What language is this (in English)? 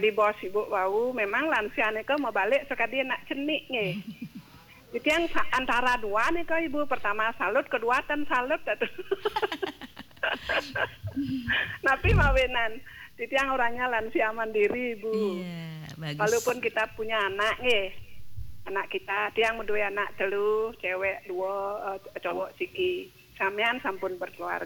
Balinese